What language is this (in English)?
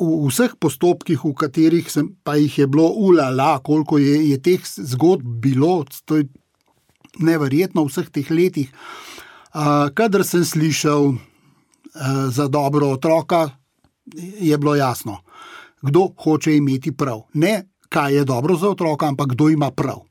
Slovenian